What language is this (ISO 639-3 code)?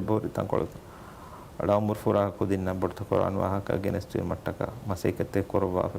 div